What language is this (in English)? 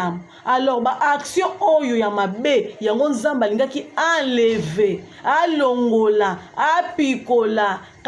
Lingala